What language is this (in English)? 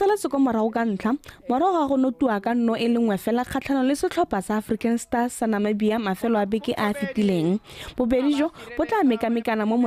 Tswana